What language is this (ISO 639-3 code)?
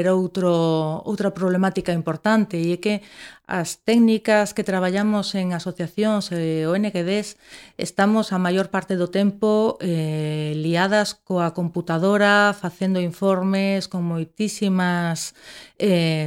glg